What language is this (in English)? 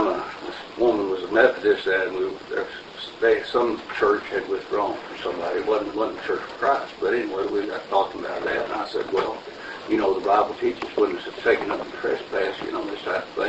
English